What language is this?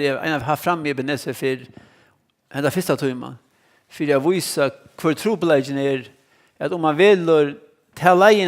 Faroese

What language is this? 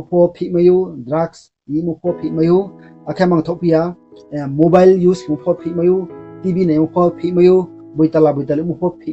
Riang (India)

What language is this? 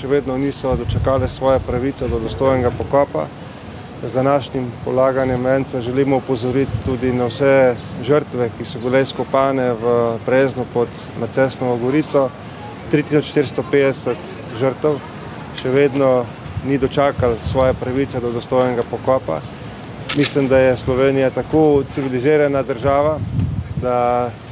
Slovenian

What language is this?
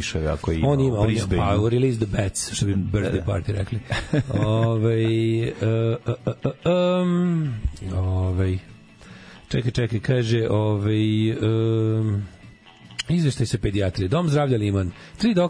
Serbian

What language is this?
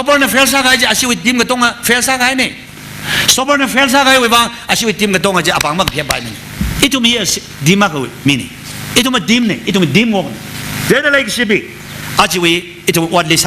Tangkhul Naga (India)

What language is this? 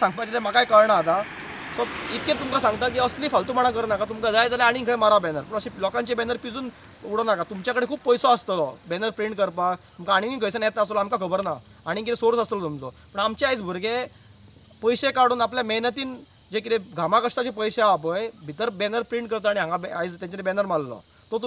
Konkani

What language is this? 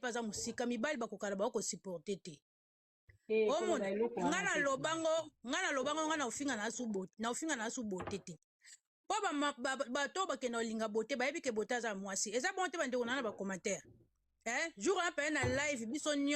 Lingala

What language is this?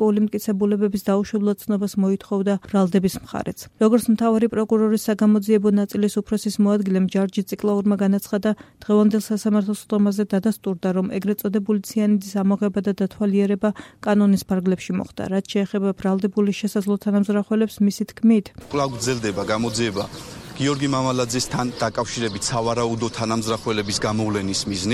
Georgian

